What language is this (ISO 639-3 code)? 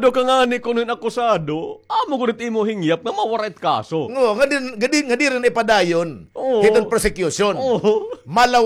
war